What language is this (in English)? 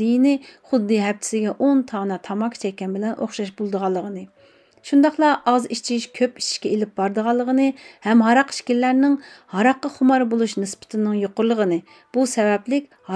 Uyghur